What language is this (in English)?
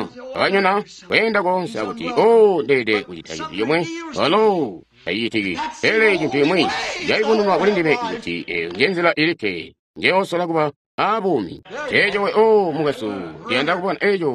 Tonga (Zambia)